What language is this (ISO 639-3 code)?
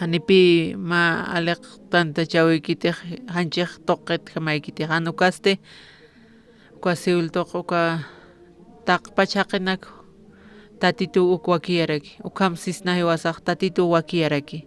aym